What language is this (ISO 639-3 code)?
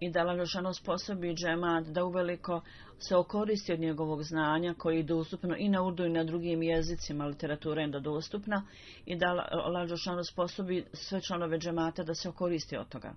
bos